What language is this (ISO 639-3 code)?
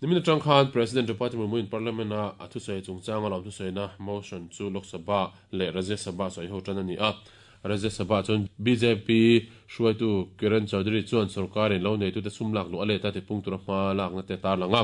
lus